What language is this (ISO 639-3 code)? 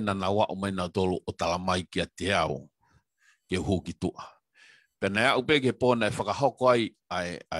ton